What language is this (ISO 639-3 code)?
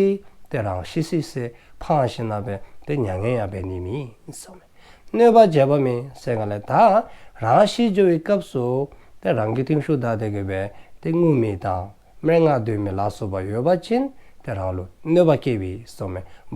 dzo